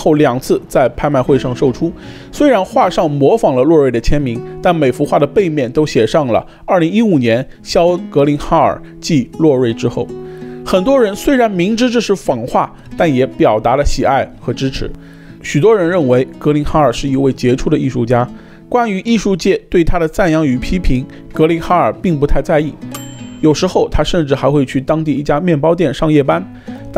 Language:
Chinese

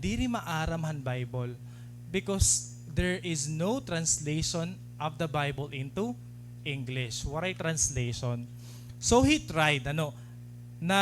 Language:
Waray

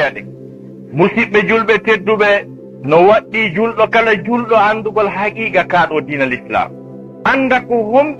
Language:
Fula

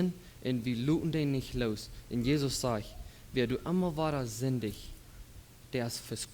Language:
Plautdietsch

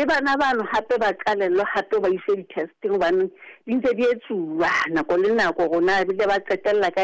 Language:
Southern Sotho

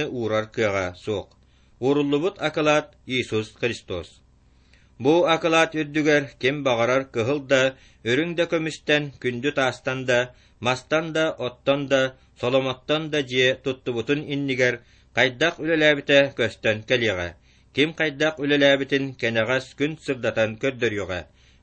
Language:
Yakut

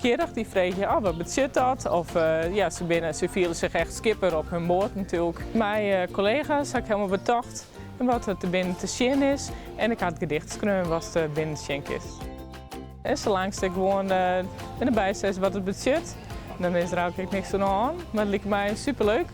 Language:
Western Frisian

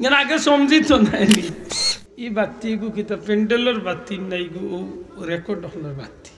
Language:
Sylheti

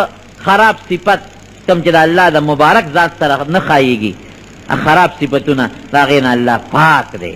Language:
Pashto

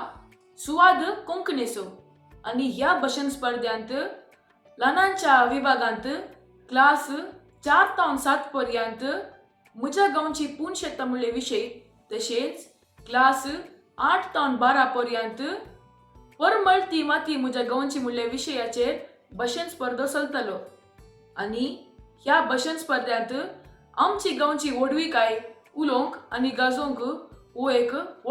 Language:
Konkani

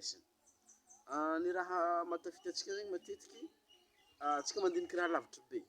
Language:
Malagasy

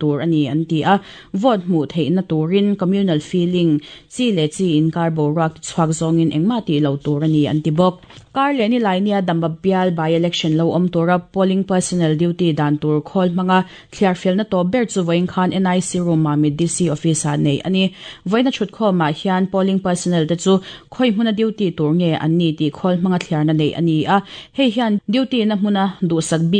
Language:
Mizo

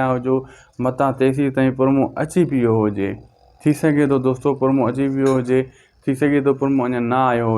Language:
Sindhi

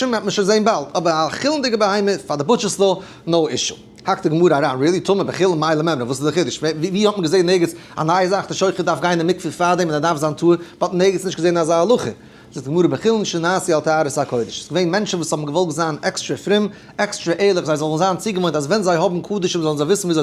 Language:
Yiddish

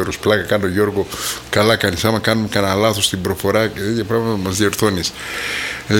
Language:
Greek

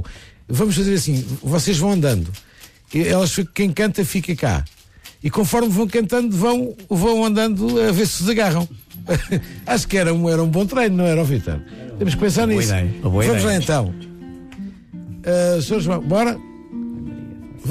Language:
Portuguese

